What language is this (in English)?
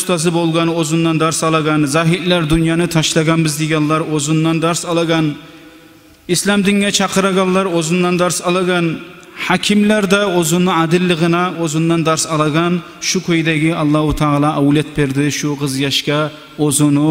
Kumyk